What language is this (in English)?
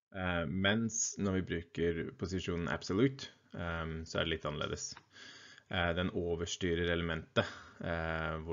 Norwegian